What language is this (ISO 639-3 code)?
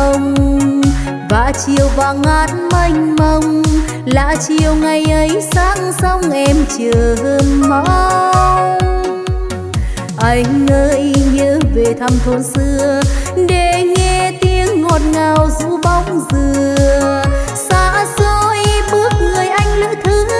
vie